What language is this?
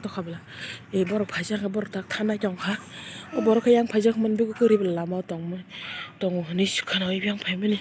Kok Borok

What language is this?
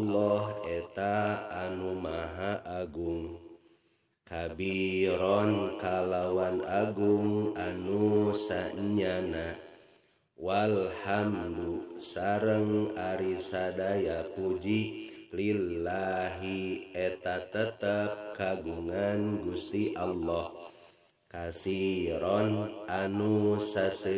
Sundanese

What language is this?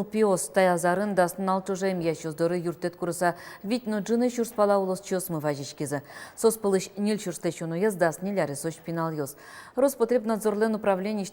Udmurt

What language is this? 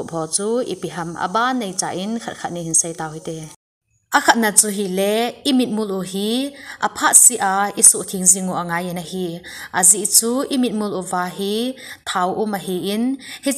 Thado Chin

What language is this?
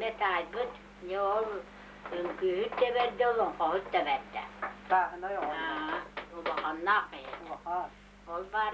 Yakut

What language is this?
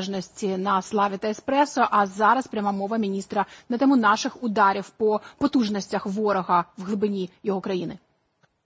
Ukrainian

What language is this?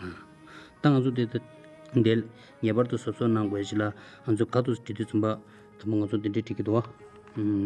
Tibetan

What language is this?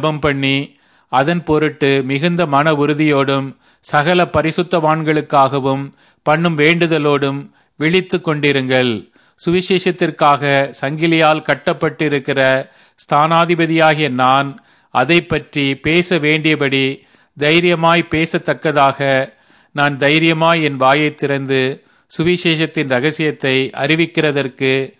Tamil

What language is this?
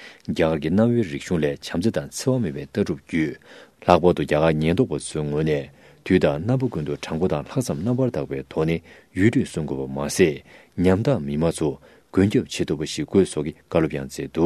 Tibetan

